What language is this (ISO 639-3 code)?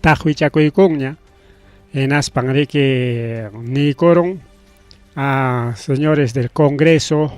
quy